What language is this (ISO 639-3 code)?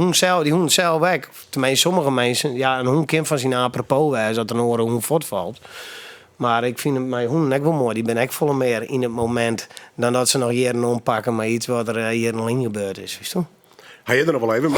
fry